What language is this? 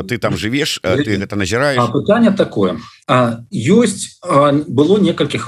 Belarusian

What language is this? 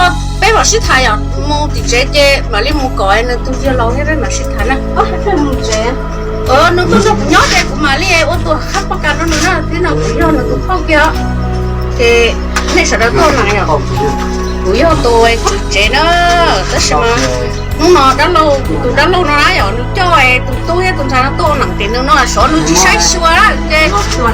Hmong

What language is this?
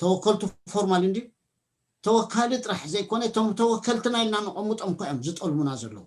Tigrinya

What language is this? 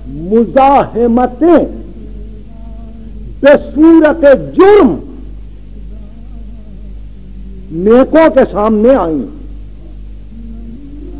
Urdu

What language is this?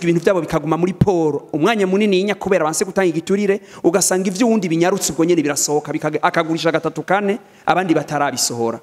Rundi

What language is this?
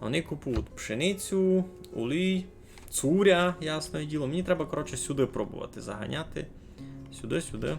Rusyn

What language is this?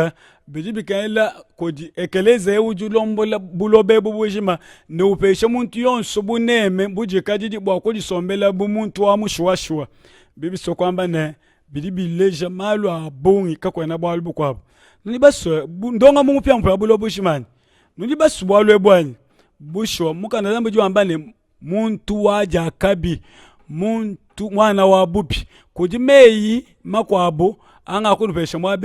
Luba-Lulua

